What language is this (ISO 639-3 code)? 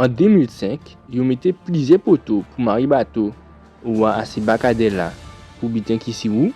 gcf